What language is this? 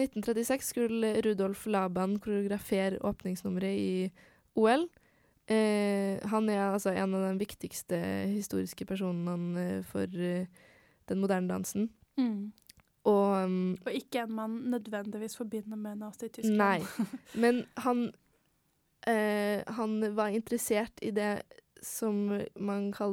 Norwegian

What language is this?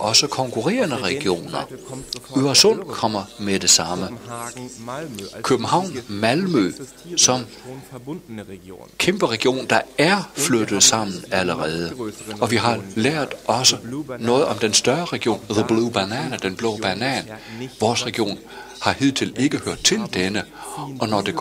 Danish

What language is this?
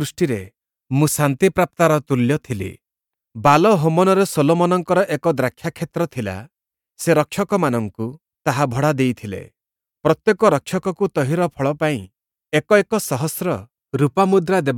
Odia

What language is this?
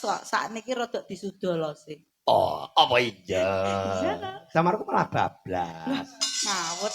Javanese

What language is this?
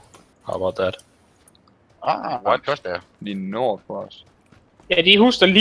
Danish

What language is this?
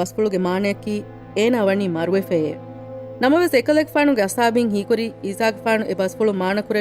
Divehi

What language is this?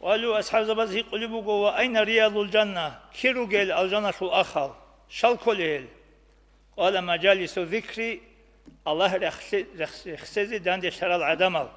Avaric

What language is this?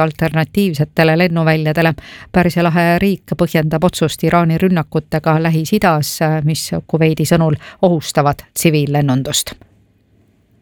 Estonian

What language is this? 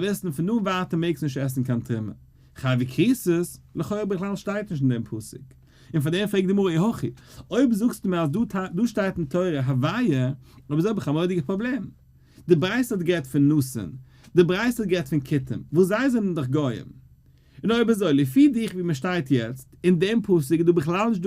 Yiddish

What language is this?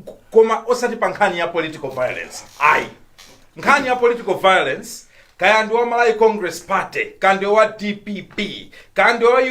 Nyanja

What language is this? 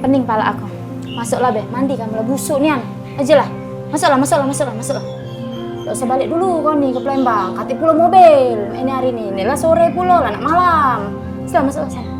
Musi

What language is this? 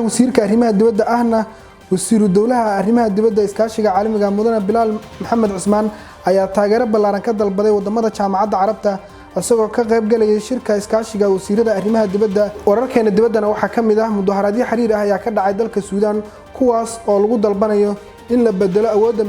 Somali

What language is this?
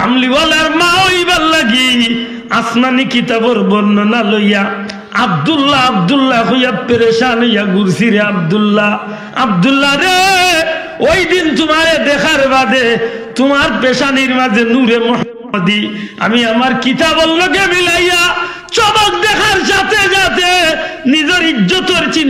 Sylheti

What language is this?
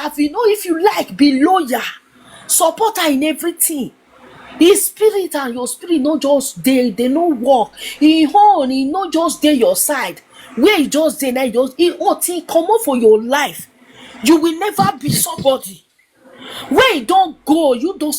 Nigerian Pidgin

